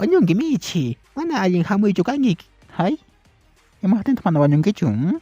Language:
Quechua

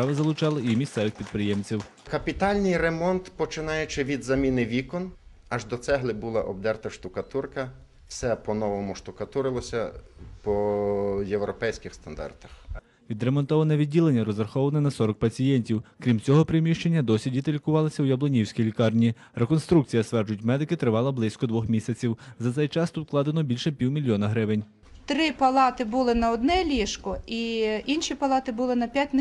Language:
Ukrainian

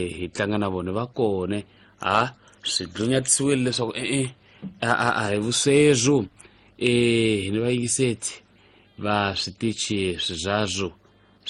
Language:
Tsonga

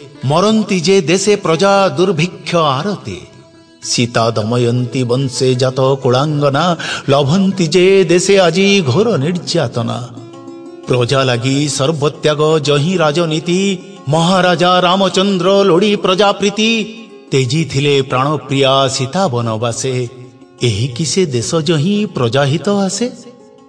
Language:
Odia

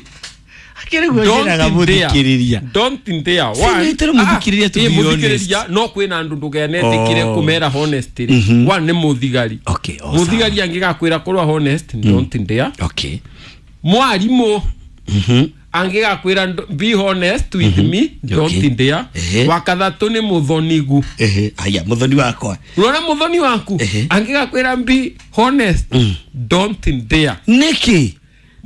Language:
Kikuyu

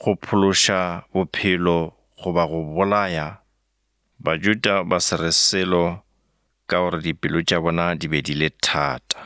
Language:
Northern Sotho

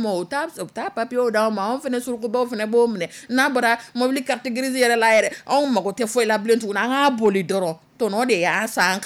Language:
Dyula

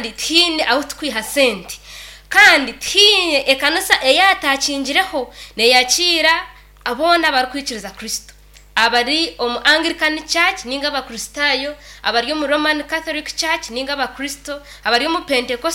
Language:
Nyankole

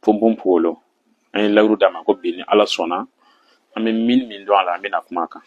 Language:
Bambara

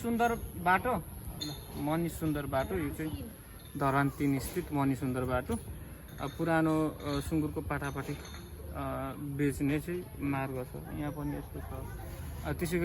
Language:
Nepali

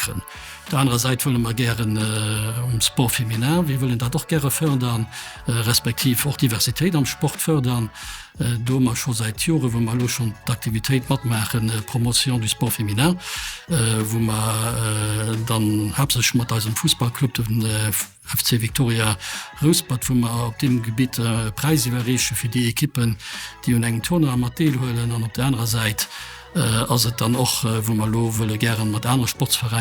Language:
Luxembourgish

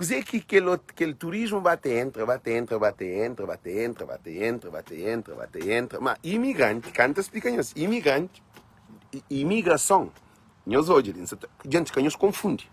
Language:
Kabuverdianu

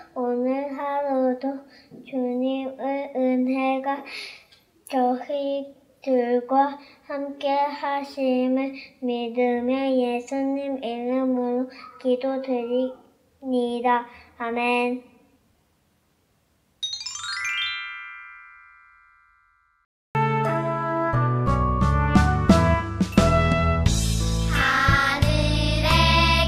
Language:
Korean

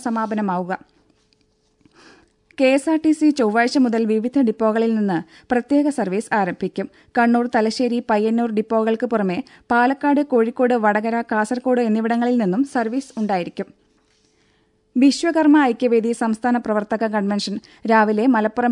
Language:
Malayalam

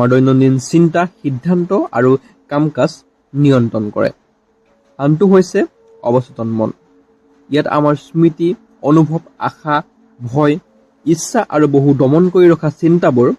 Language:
Assamese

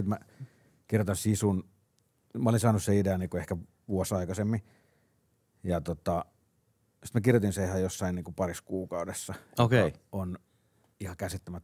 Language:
Finnish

